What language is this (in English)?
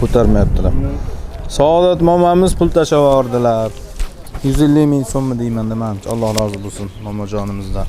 Uzbek